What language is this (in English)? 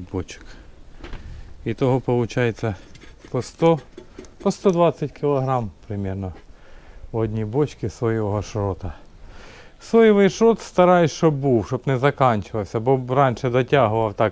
Ukrainian